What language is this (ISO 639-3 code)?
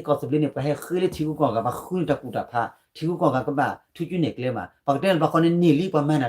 ksw